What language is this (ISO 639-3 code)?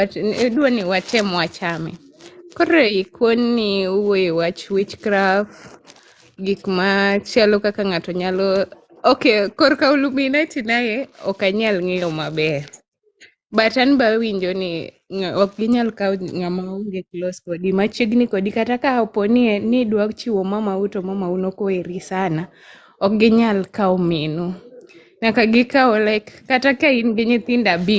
luo